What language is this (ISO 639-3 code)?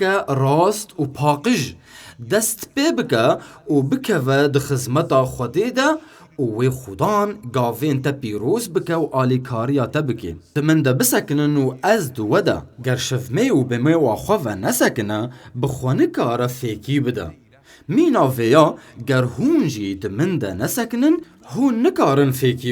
kur